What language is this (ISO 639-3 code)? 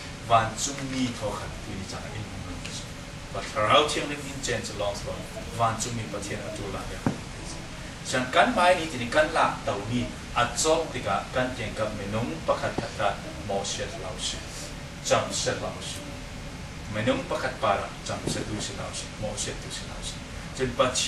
cfm